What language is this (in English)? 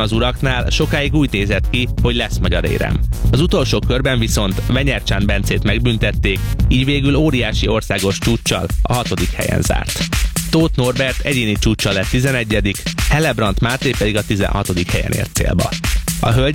Hungarian